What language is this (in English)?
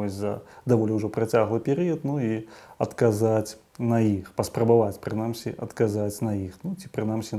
Belarusian